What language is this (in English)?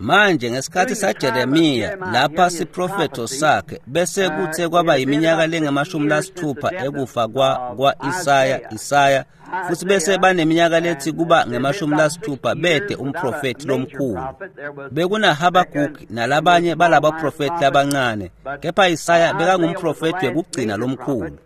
Swati